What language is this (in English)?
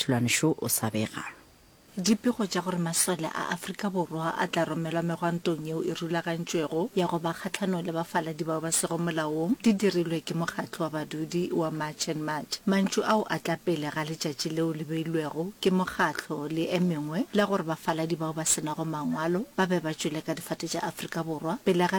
Northern Sotho